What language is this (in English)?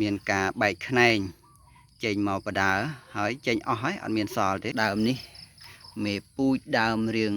Khmer